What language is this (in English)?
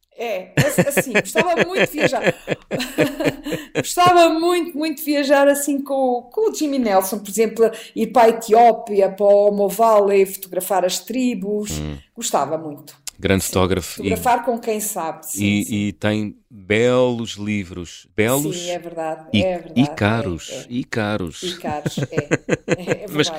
Portuguese